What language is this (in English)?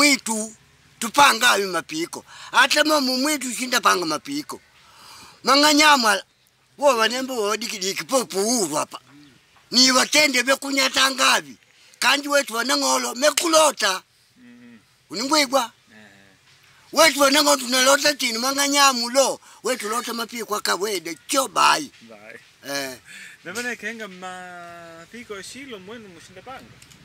Makonde